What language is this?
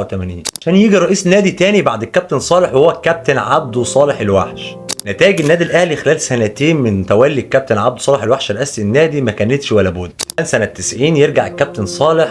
Egyptian Arabic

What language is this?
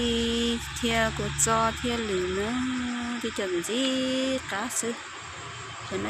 Hmong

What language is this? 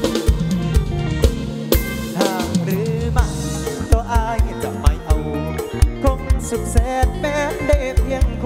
Thai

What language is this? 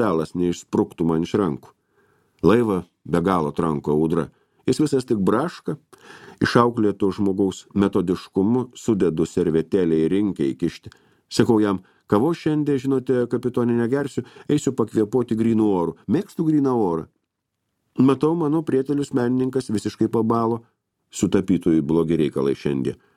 Lithuanian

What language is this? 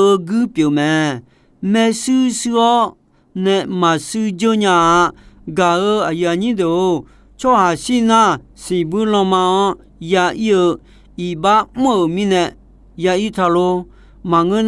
Akha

